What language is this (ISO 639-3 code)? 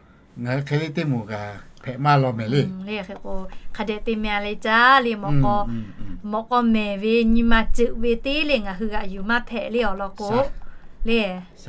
lhu